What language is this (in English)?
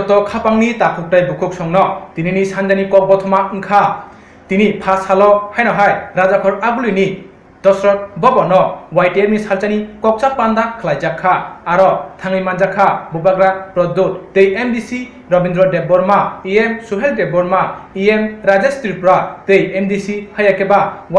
Kok Borok